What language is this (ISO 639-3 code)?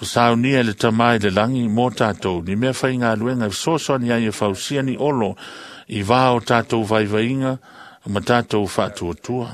smo